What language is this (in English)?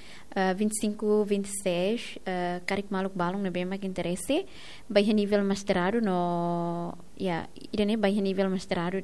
Tetum